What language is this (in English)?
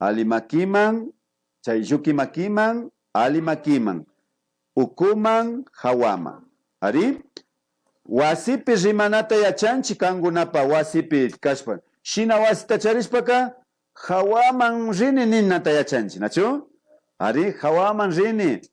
Imbabura Highland Quichua